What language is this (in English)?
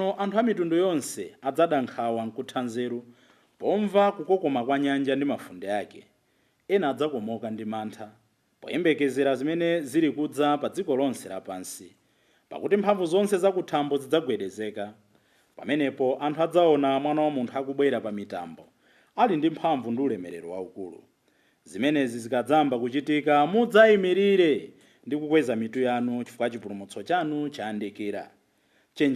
Nyanja